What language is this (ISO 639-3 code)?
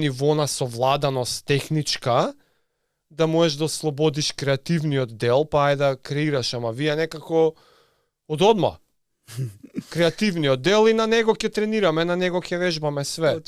mkd